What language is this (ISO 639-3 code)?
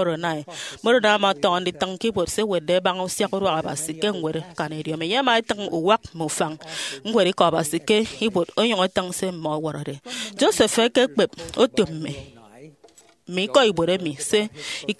efi